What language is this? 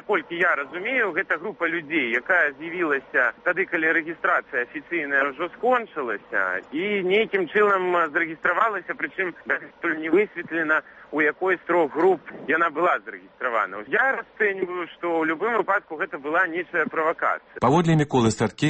Belarusian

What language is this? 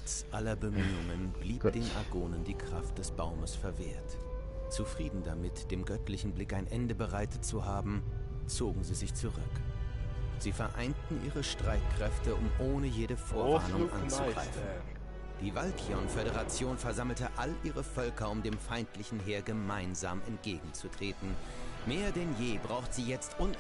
Swiss German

